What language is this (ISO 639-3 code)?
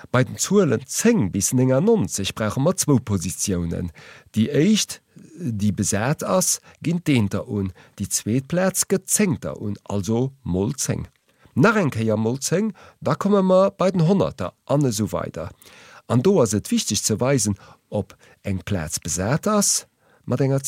ltz